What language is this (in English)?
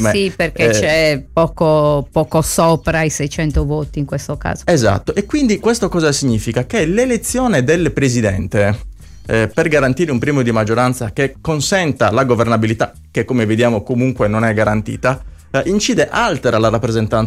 Italian